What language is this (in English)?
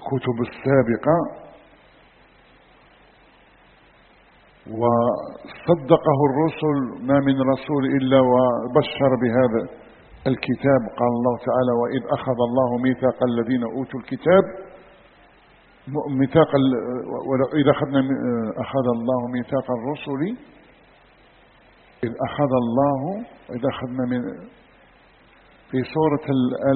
Arabic